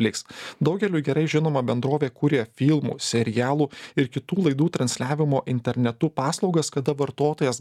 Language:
Lithuanian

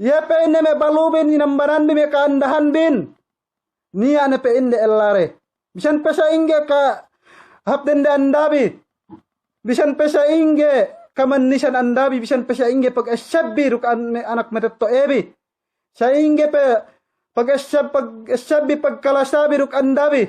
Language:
Yakan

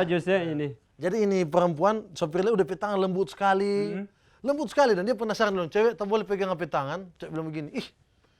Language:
Manado Malay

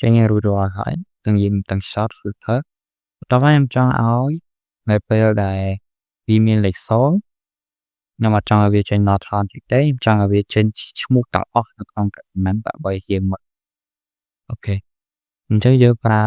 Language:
Khmer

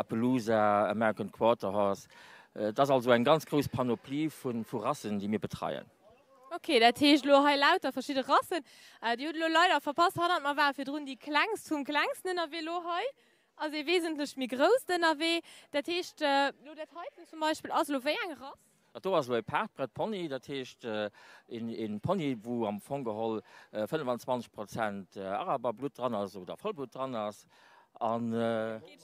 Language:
Luxembourgish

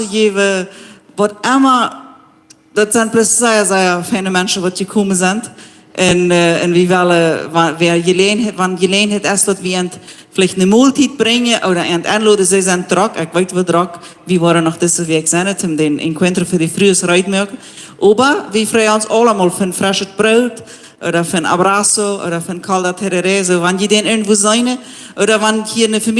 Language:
Plautdietsch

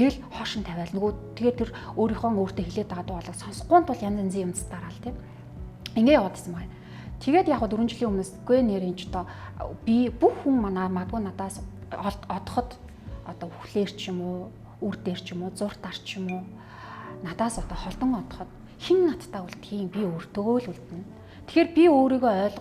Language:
Mongolian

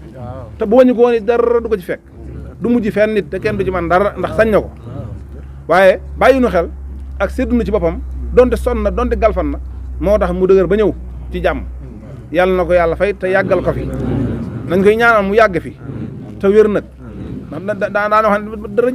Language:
Wolof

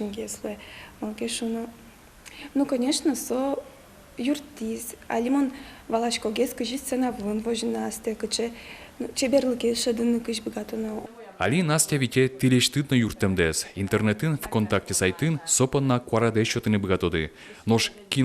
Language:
Udmurt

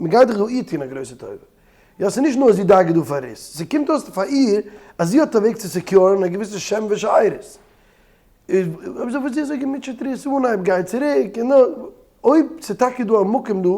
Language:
Yiddish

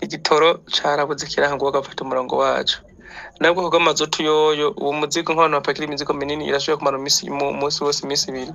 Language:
Rundi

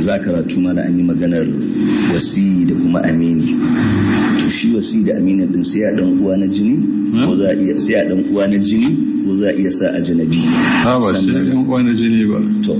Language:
Hausa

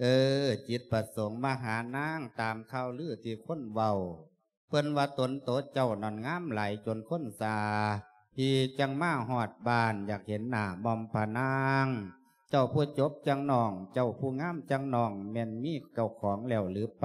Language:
Lao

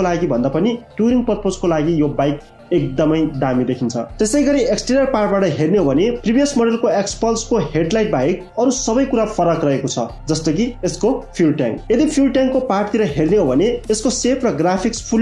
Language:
Nepali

